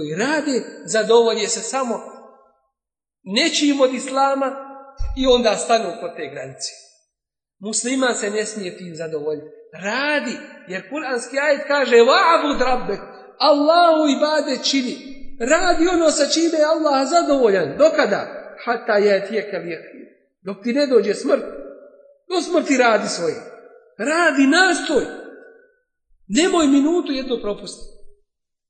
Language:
Bosnian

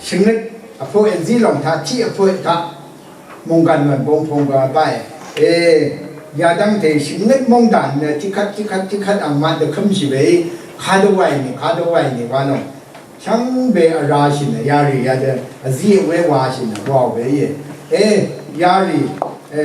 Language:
Rawang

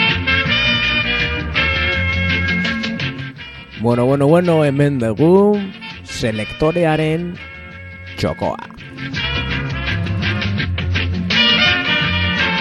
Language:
Basque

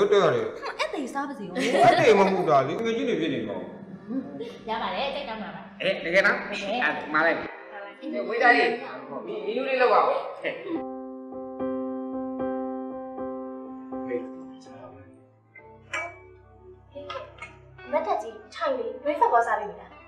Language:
Burmese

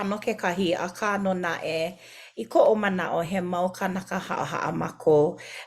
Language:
Hawaiian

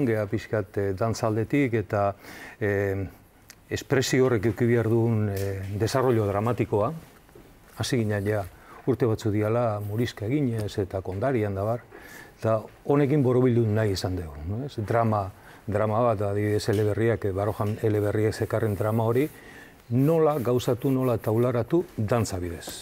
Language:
Basque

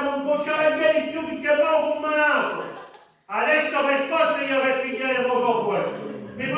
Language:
Sicilian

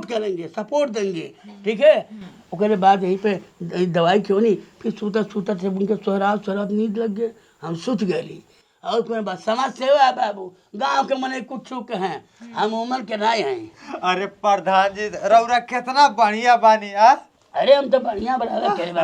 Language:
Bhojpuri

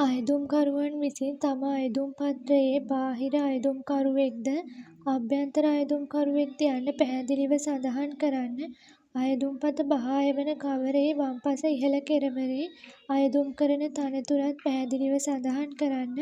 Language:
Sinhala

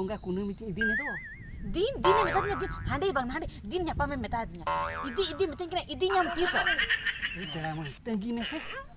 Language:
Santali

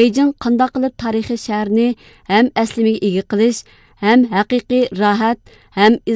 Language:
Uyghur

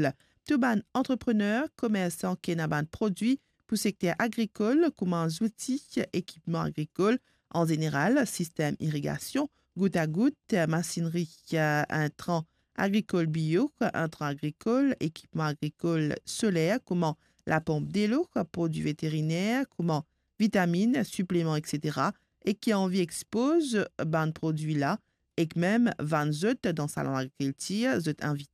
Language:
Morisyen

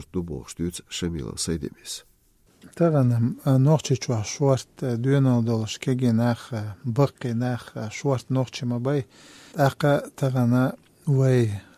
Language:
Chechen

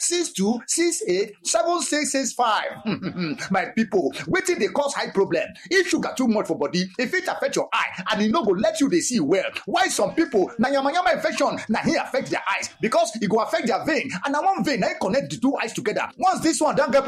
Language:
Nigerian Pidgin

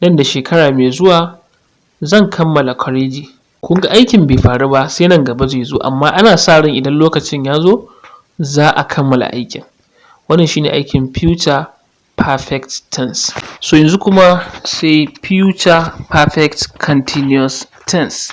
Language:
Hausa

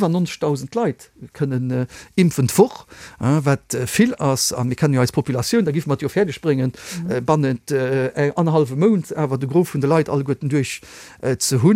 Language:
Luxembourgish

